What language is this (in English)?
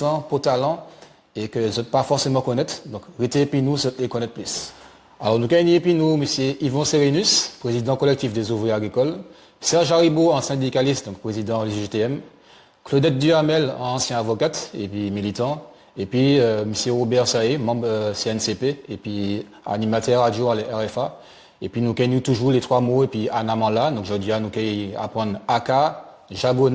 Guadeloupean Creole French